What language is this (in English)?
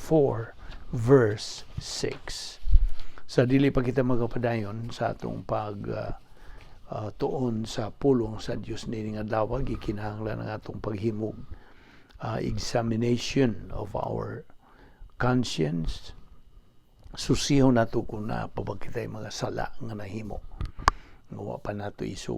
Cebuano